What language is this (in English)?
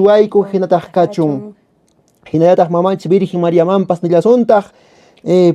Quechua